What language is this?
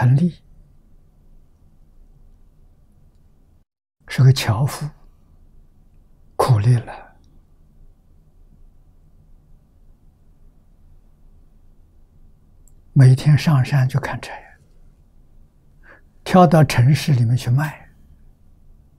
Chinese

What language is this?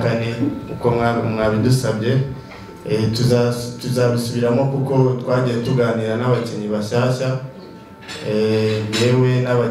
Kinyarwanda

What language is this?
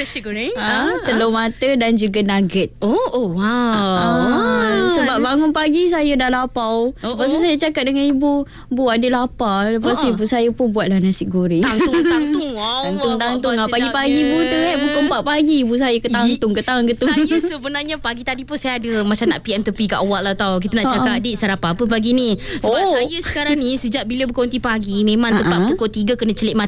Malay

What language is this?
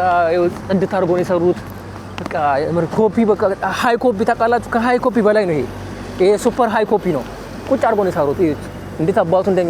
Amharic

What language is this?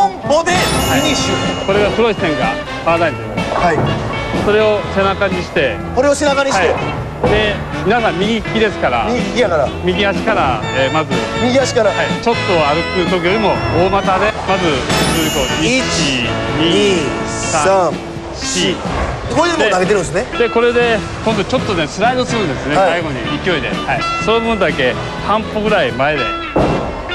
Japanese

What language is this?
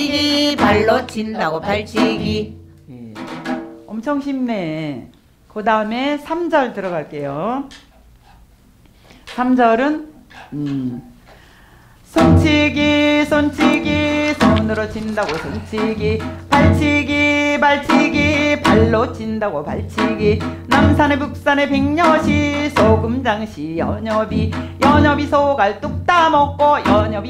Korean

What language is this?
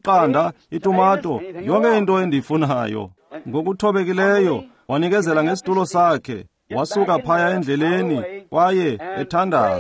Xhosa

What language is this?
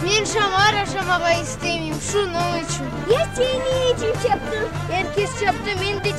Crimean Tatar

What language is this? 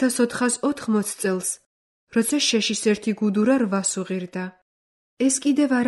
Georgian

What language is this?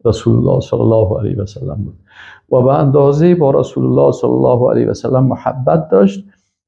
Persian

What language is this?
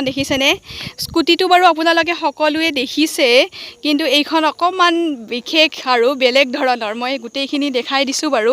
Assamese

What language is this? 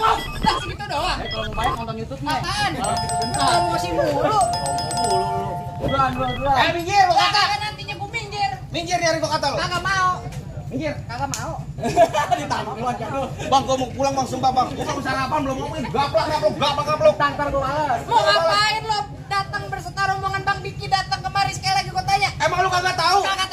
Betawi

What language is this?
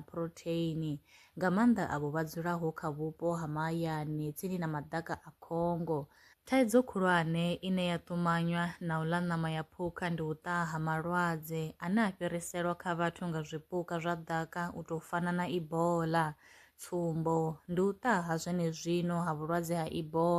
Venda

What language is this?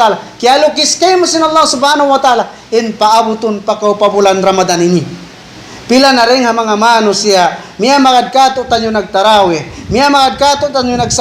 Tausug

